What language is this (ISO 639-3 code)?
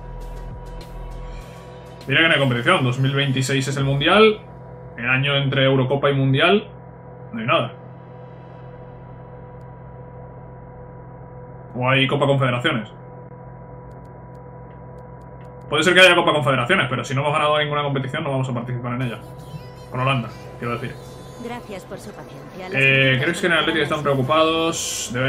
spa